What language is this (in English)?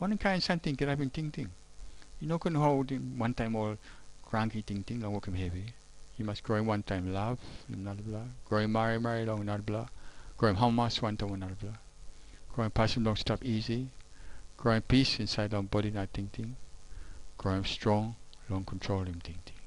Tok Pisin